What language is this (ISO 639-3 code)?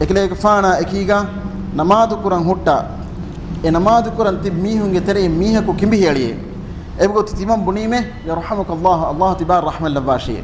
div